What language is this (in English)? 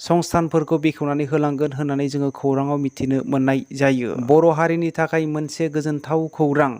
Bodo